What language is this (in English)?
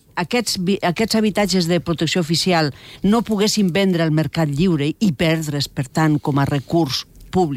Catalan